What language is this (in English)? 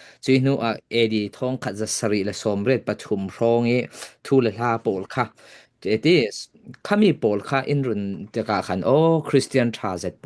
Falam Chin